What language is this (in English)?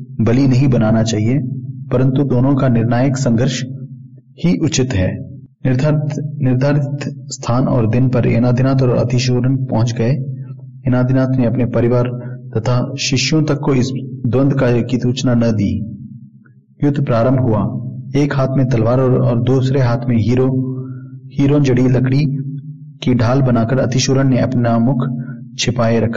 Hindi